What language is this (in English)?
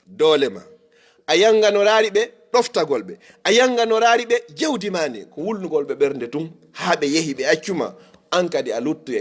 Fula